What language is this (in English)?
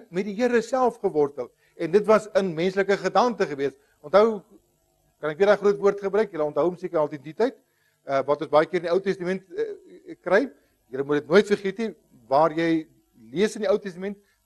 Afrikaans